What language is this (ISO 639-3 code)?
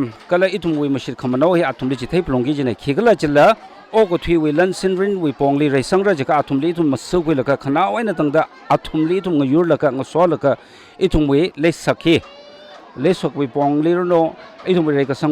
nmf